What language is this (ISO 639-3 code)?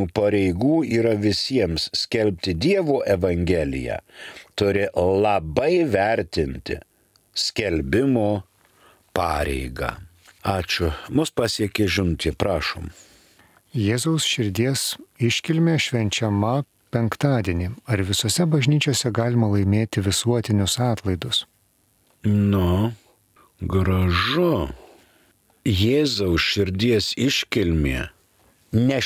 lit